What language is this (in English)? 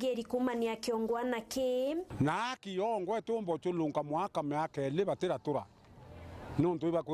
Meru